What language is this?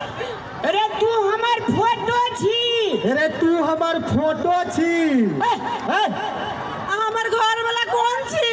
Maithili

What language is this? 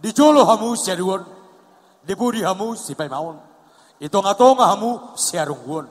Batak Toba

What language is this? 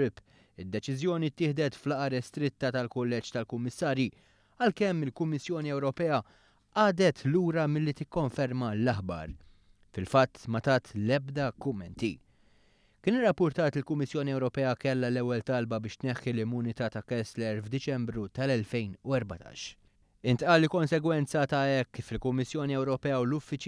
Maltese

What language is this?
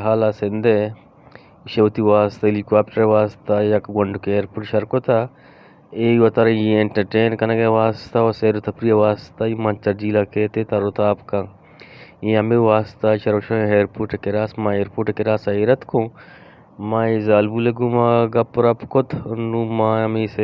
Eastern Balochi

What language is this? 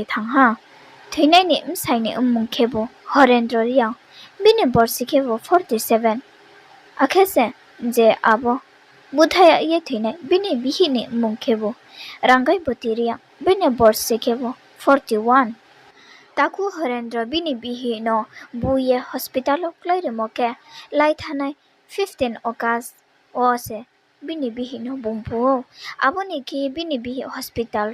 Riang (India)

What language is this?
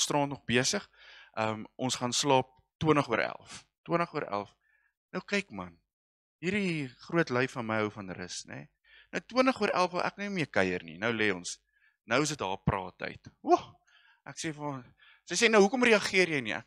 Afrikaans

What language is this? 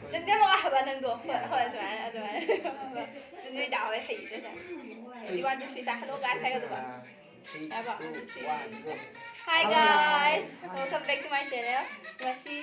Manipuri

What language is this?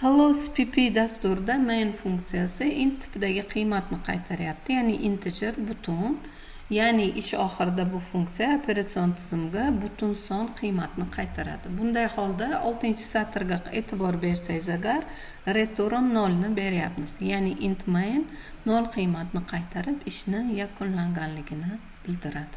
Uzbek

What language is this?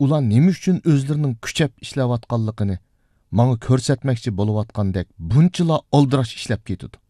Uyghur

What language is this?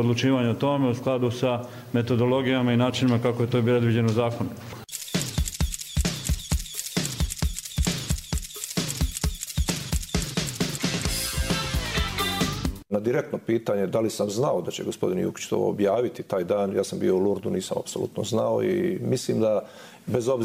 Bosnian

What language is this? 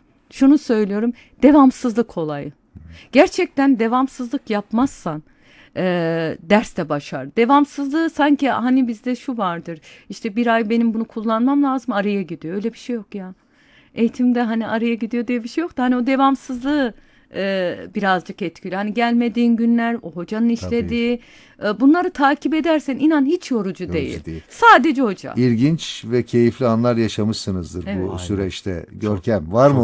Turkish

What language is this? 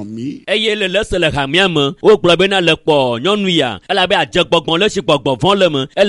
Ewe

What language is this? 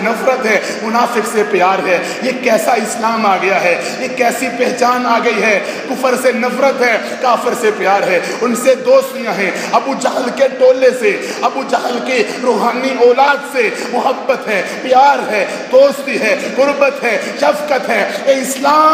Urdu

